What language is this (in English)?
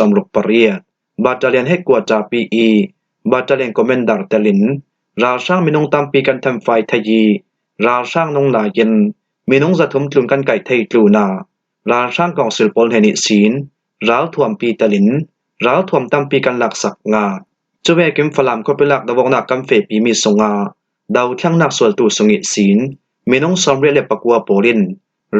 Falam Chin